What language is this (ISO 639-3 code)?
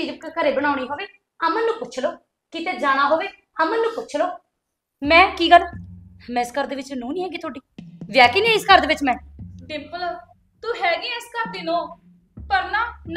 pan